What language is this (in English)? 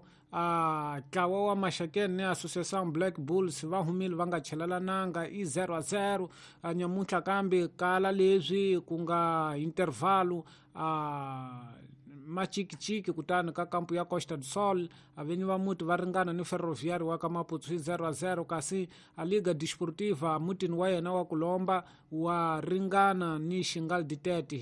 Tsonga